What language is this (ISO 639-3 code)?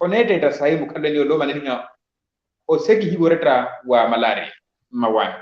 vmw